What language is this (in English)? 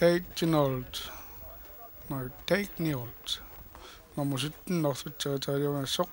Kalaallisut